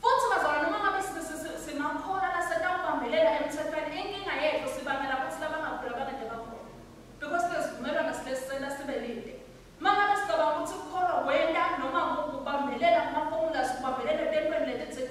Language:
Swati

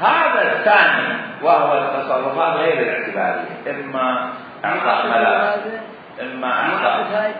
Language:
Mesopotamian Arabic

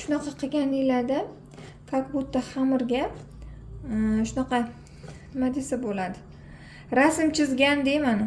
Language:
Uzbek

